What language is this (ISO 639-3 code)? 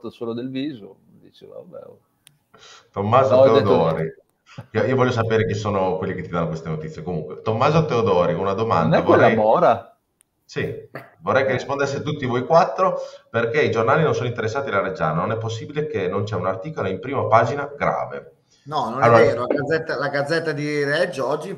ita